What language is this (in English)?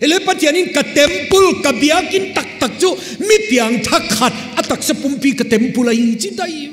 Paite Chin